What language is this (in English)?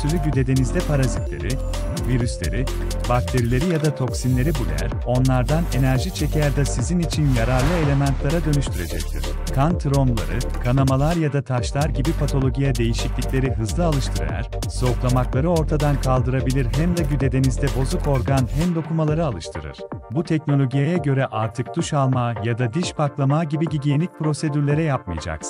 Gagauz